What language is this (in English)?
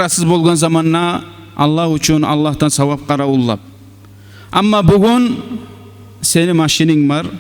Kumyk